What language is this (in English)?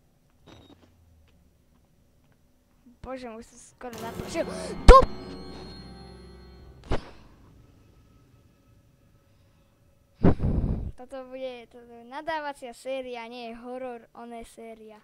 Slovak